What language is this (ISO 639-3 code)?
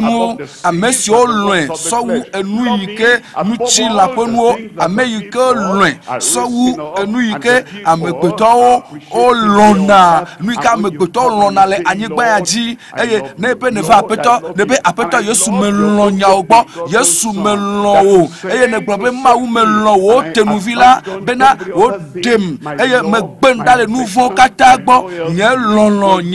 ewe